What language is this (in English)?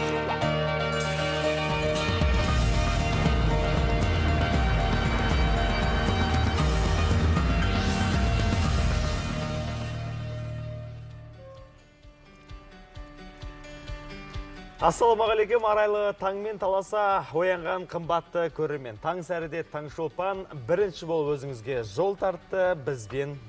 Kazakh